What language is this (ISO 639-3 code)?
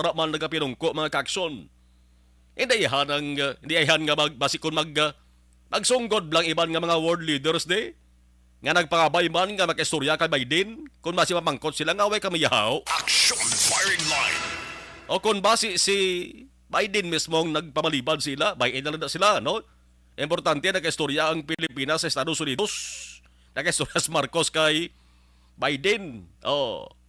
hil